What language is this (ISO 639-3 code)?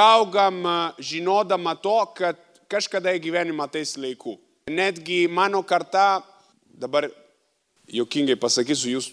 lit